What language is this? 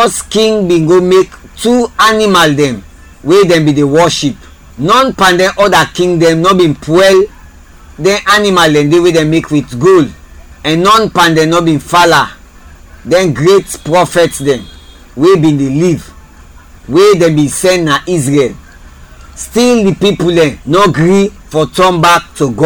Krio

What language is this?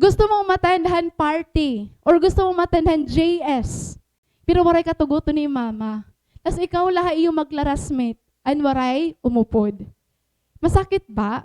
Waray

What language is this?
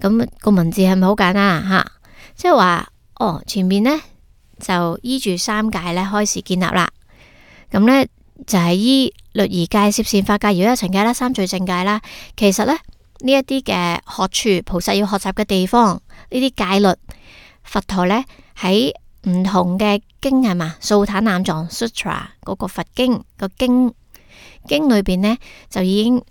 Cantonese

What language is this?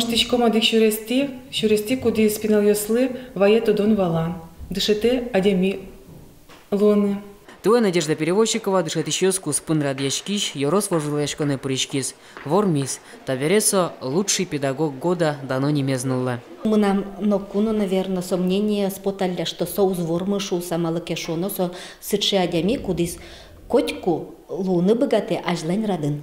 Udmurt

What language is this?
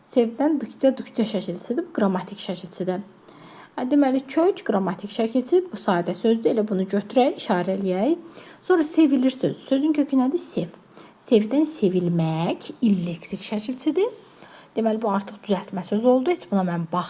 Azerbaijani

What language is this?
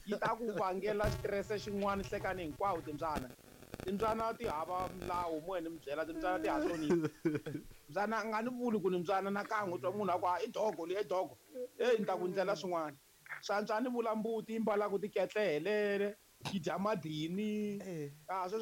Tsonga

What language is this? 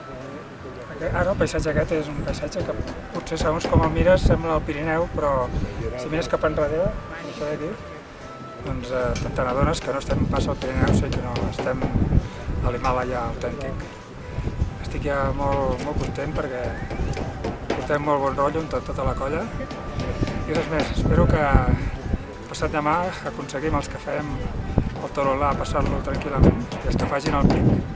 Catalan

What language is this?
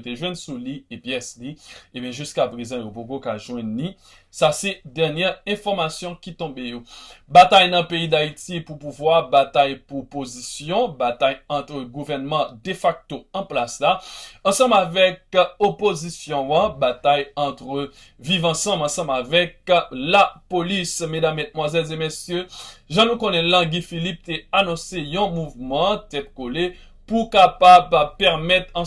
Haitian Creole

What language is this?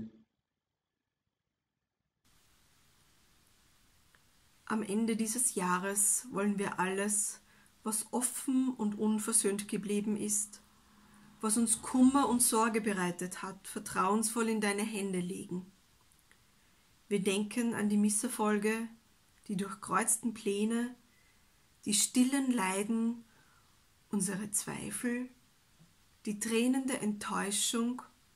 German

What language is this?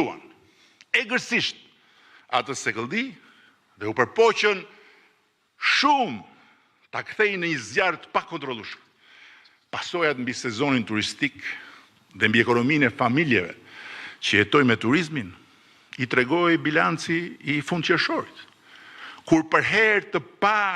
Albanian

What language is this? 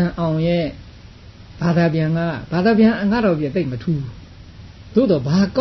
Burmese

